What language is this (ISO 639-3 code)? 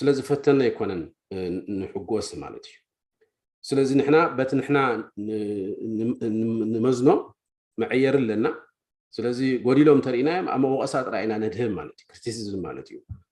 tir